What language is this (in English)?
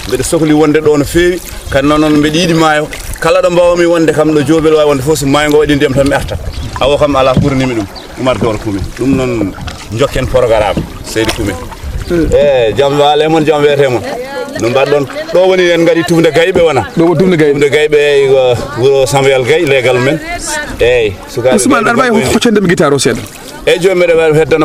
Fula